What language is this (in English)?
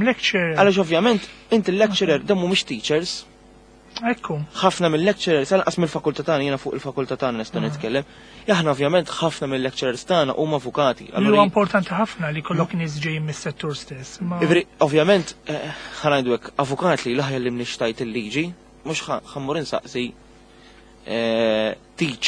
Maltese